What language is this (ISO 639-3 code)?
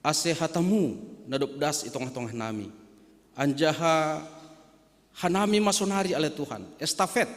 bts